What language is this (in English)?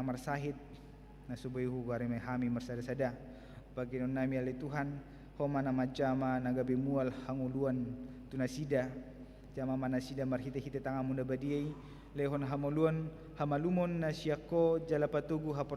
Batak Toba